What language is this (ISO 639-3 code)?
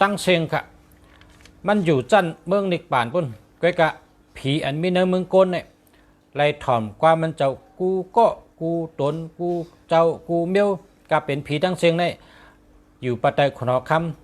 shn